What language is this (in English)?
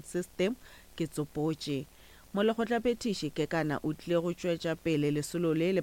Northern Sotho